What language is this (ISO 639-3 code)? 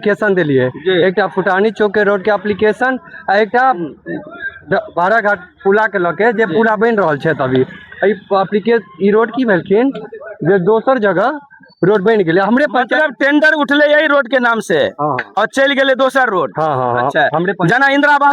mai